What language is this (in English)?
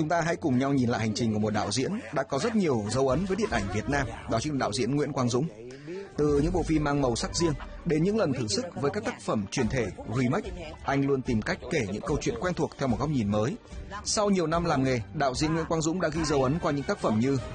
Vietnamese